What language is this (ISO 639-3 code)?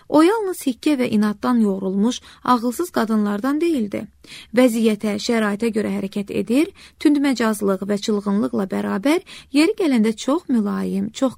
aze